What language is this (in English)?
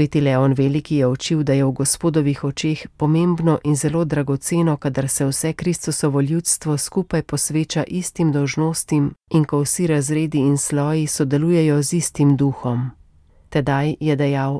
Slovenian